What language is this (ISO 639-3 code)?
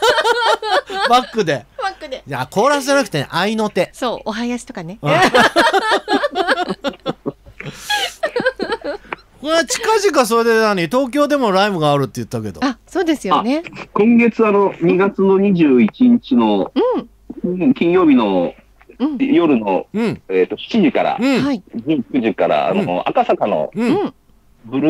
jpn